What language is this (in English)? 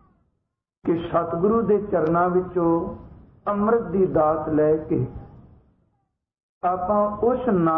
Punjabi